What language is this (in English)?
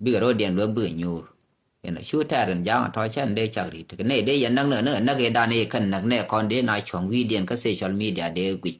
Nuer